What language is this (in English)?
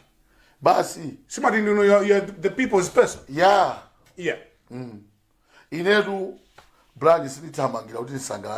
Nyanja